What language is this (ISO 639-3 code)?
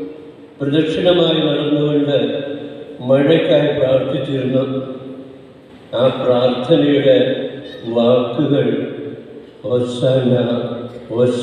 mal